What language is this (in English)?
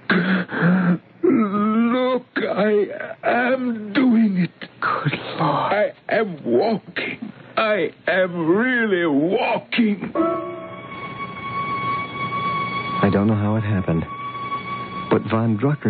English